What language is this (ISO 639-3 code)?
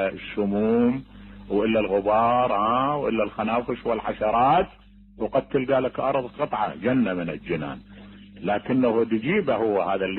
acm